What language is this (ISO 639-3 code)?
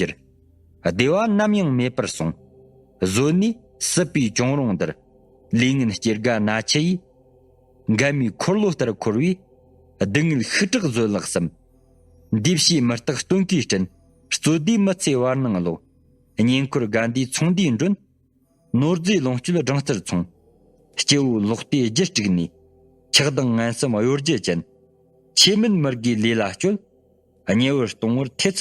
bod